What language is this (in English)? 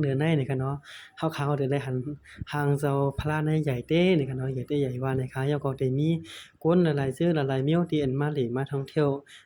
Shan